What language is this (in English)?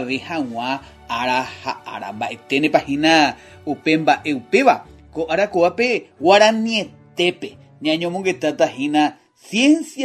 Guarani